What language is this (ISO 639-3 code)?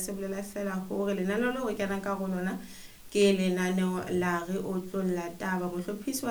sot